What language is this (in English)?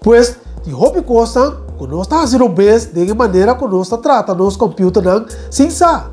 Papiamento